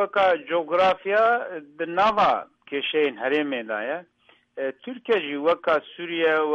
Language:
Kurdish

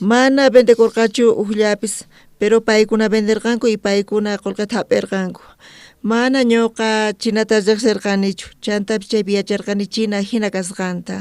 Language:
South Bolivian Quechua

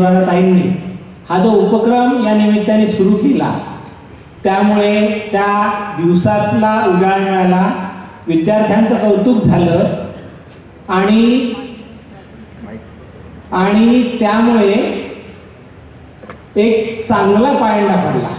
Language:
Marathi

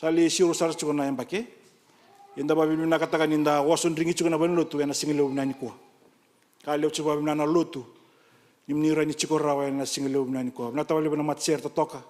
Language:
Fijian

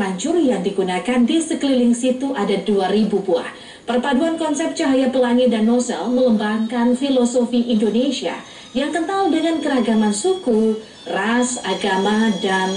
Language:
Indonesian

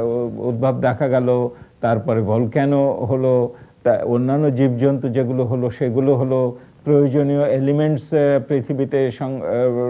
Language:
Bangla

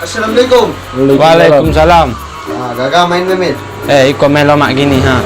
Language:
Minangkabau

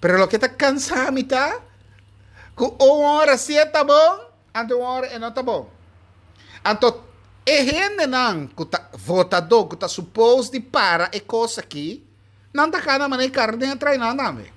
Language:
Papiamento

